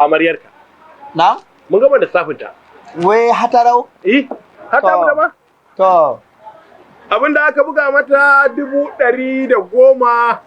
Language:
Hausa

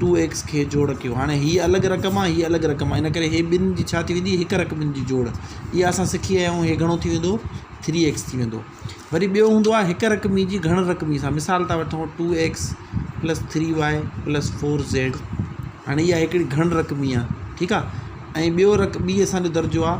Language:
Sindhi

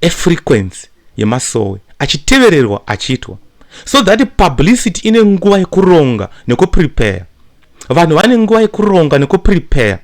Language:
Shona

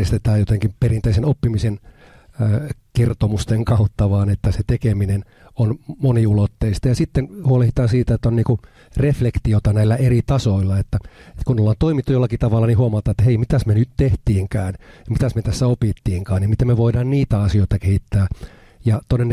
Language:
Finnish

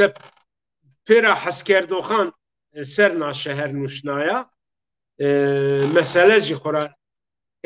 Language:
Zaza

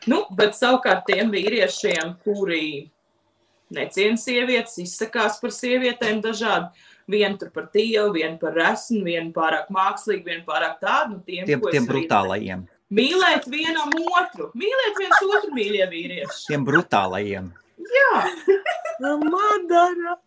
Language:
Latvian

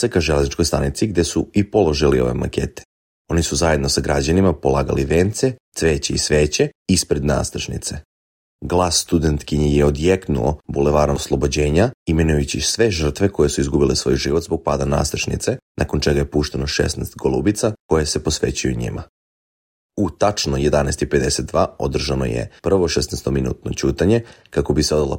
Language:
Serbian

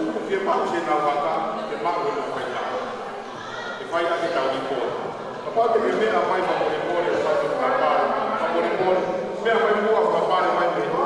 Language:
Tongan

